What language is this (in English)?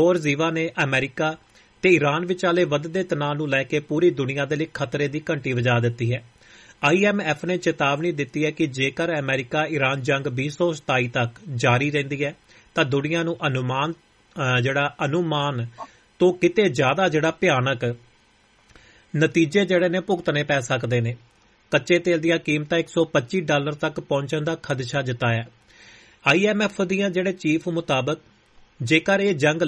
Punjabi